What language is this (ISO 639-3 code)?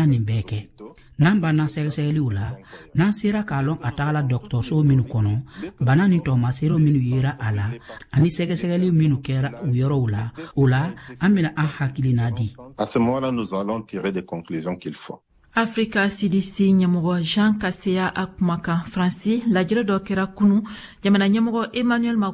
bam